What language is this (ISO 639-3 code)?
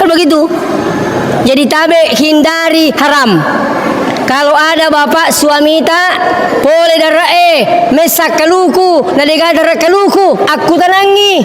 bug